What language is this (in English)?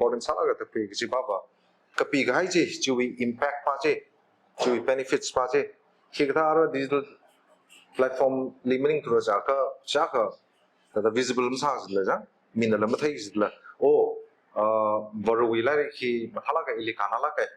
Tangkhul Naga (India)